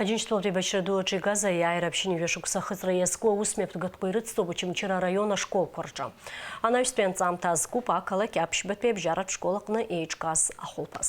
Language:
Abkhazian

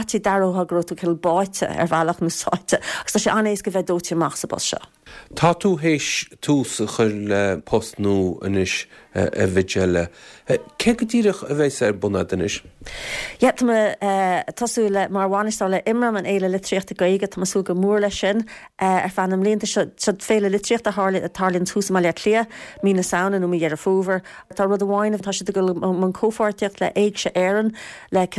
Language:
Irish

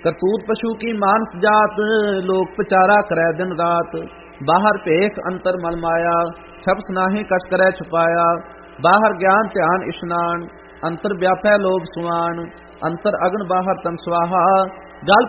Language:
Punjabi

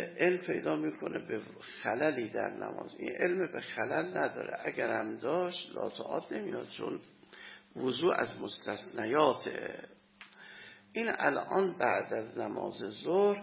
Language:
Persian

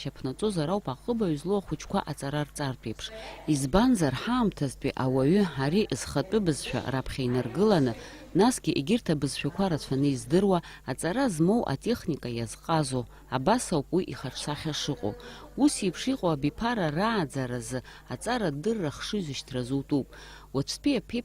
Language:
Abkhazian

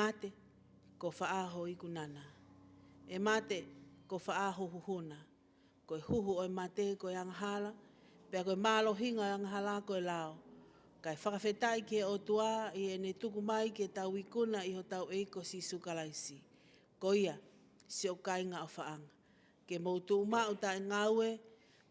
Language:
Tongan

